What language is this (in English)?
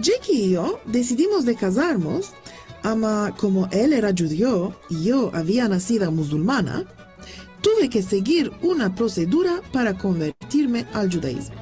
Ladino